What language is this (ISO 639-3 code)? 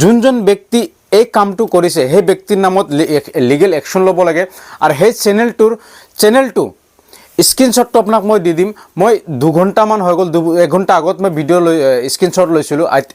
asm